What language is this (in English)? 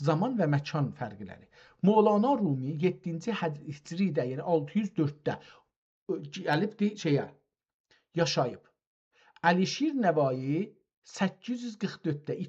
South Azerbaijani